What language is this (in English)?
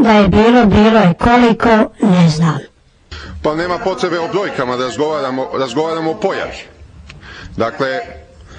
Croatian